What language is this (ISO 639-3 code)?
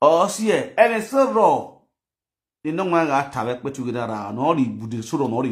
pcm